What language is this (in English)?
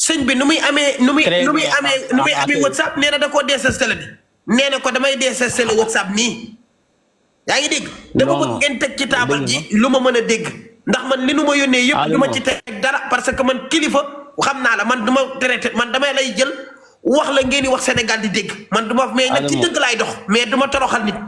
Wolof